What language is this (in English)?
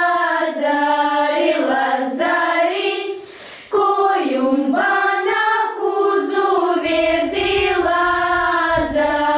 Gagauz